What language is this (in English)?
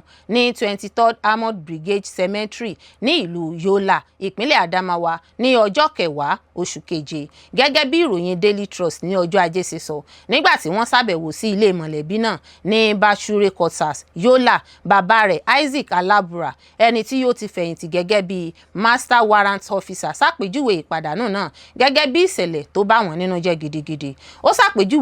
Yoruba